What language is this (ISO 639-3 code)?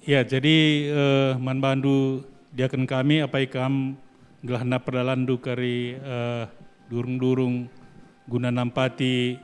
btx